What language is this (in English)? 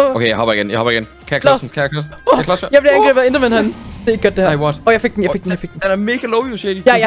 Danish